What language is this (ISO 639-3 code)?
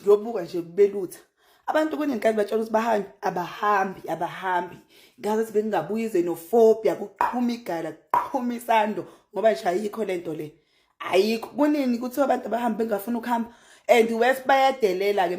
zul